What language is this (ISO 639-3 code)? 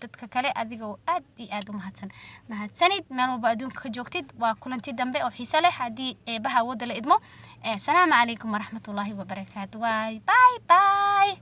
som